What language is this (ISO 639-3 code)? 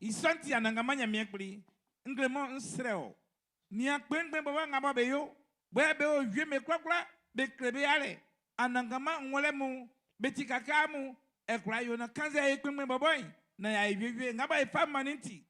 bci